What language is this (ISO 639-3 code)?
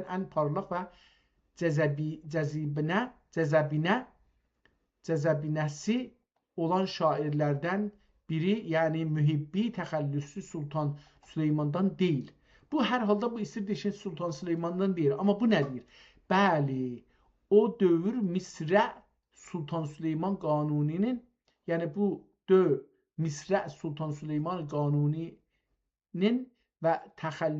azb